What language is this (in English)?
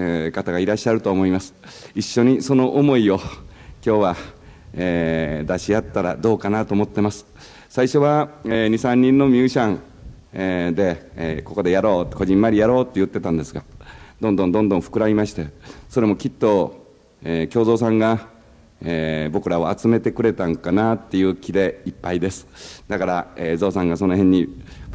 Japanese